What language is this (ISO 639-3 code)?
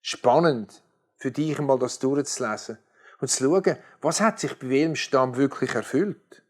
gsw